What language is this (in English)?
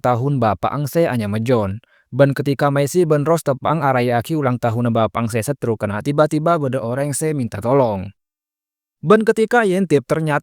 Madurese